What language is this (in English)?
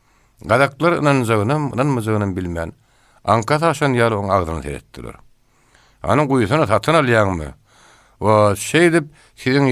Turkmen